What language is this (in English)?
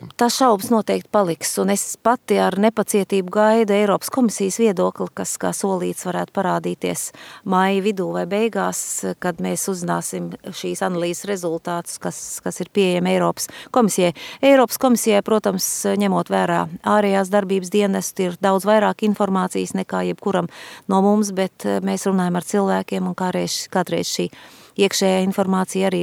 Latvian